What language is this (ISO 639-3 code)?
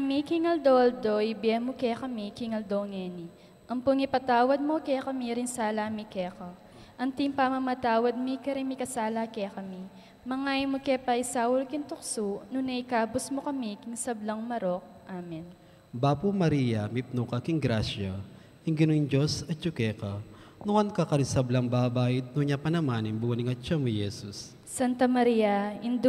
pam